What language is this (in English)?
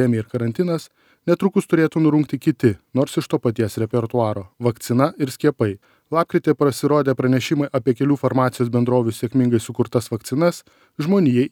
Lithuanian